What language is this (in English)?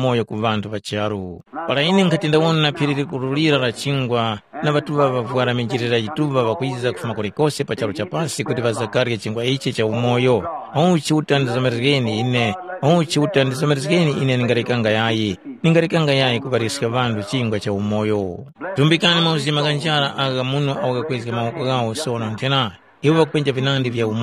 Tumbuka